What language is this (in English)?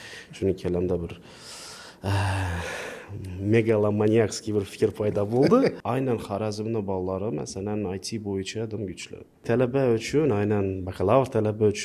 Uzbek